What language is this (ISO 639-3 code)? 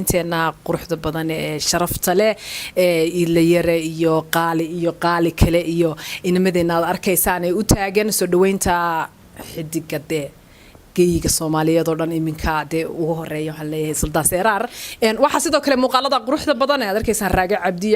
som